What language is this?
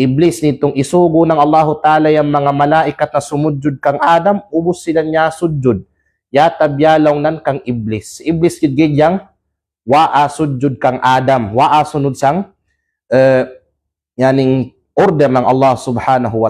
Kalagan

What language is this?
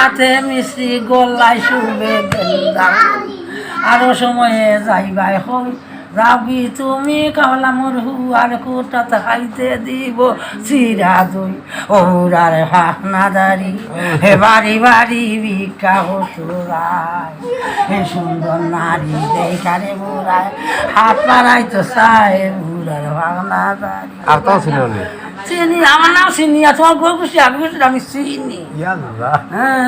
Sylheti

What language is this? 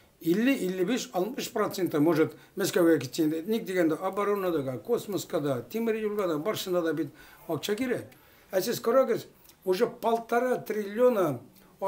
Tatar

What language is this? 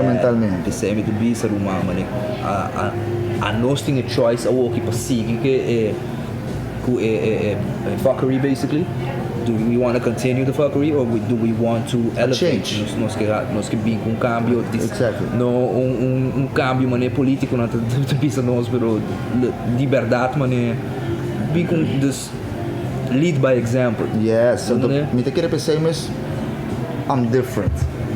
Papiamento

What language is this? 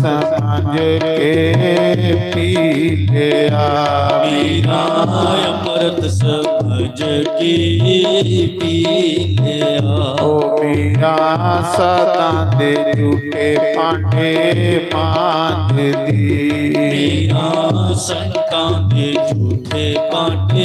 Dogri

